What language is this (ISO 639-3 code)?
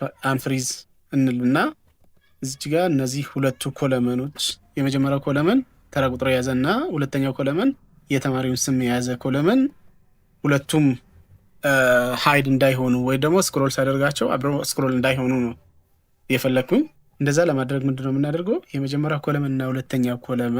amh